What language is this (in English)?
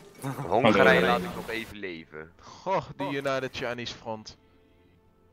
Dutch